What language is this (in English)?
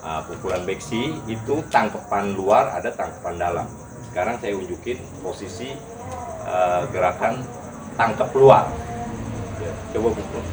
Betawi